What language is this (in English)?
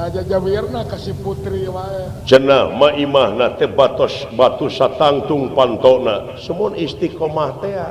Sundanese